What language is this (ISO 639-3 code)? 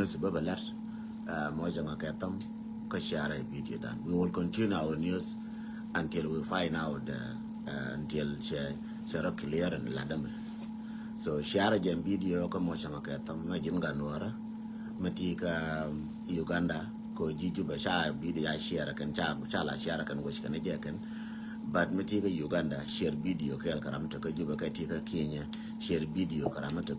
nus